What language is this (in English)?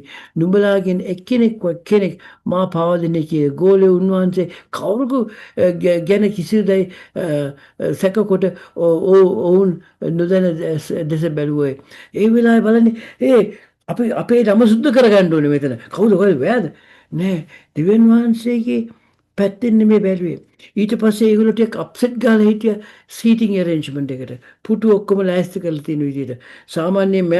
Sinhala